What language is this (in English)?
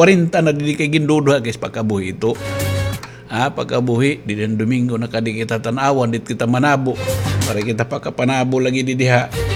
Waray